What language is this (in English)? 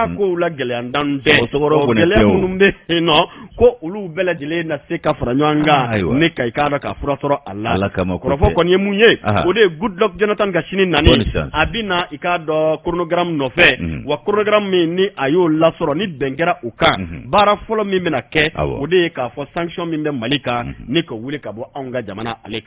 Bambara